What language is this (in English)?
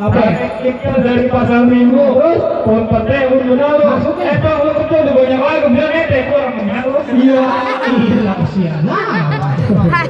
Betawi